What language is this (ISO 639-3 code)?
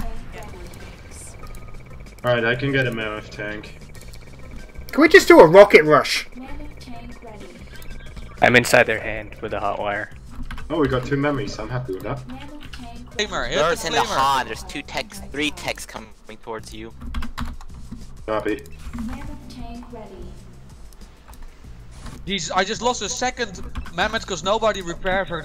eng